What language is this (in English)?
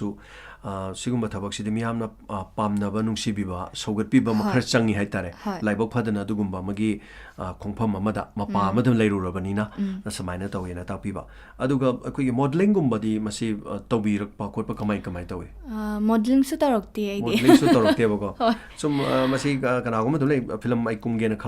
Manipuri